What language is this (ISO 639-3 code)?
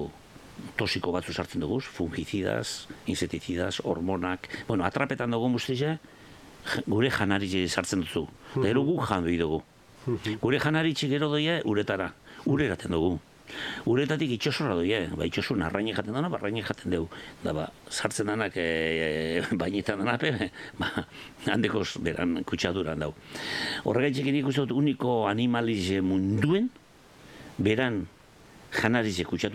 eus